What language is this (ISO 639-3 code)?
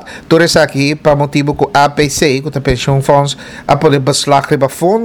pap